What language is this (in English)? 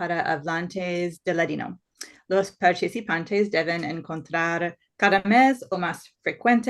Ladino